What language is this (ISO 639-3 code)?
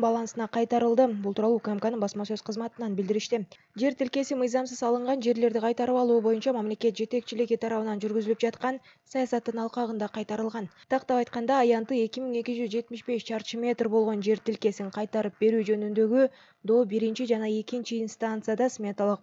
kir